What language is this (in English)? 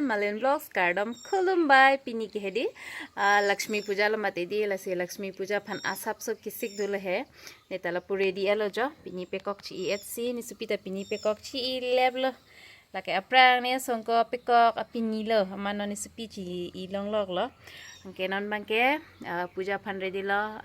Karbi